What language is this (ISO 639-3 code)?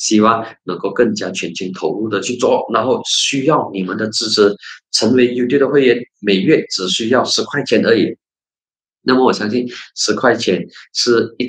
zho